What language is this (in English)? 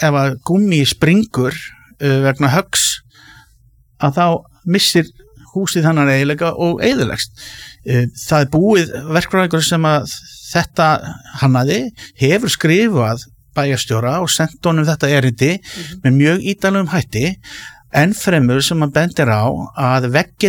Icelandic